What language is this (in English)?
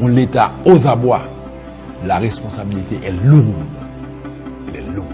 Haitian Creole